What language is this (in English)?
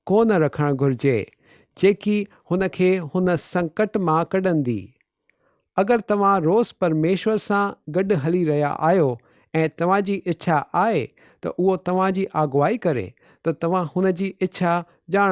Sindhi